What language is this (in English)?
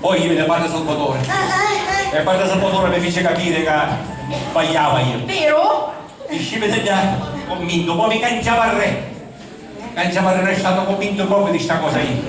Sicilian